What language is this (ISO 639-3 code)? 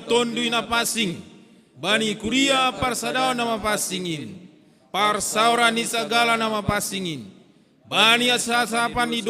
bts